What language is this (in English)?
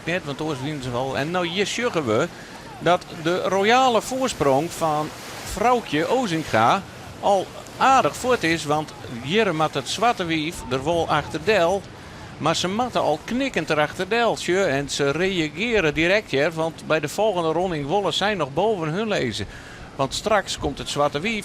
Western Frisian